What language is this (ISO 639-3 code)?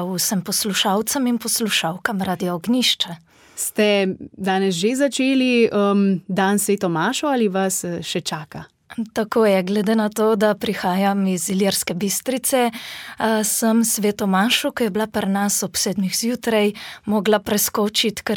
slv